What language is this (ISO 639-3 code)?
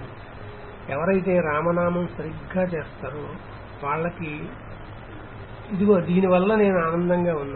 tel